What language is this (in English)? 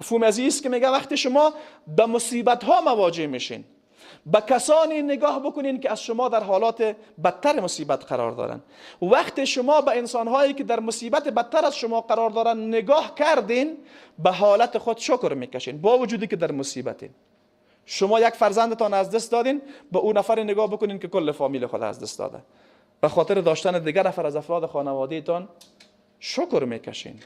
Persian